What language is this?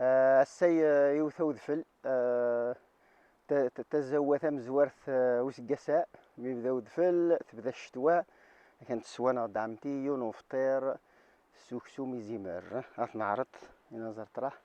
Kabyle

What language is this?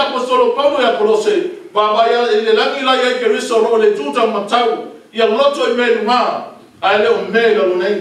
Samoan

